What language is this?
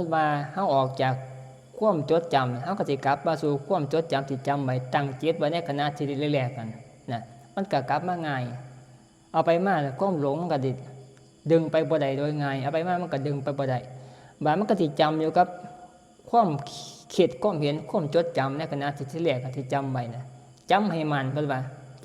Northeastern Thai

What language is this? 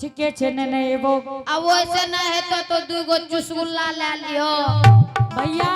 Angika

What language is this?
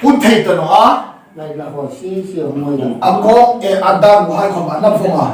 Hmar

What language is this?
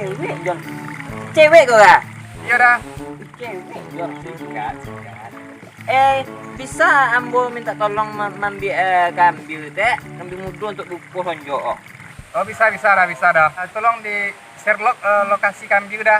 Minangkabau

